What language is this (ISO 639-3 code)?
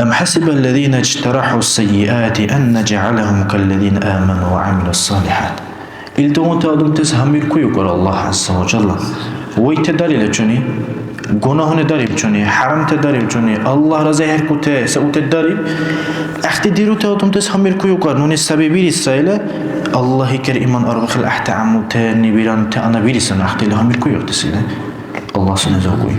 dar